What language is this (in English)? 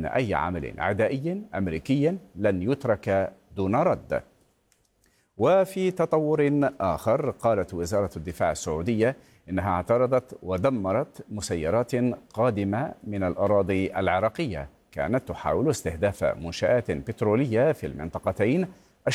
Arabic